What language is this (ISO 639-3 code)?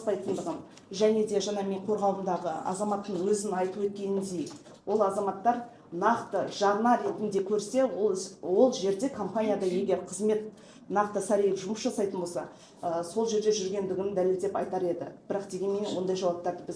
kaz